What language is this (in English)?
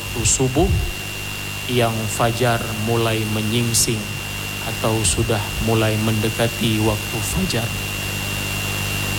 Indonesian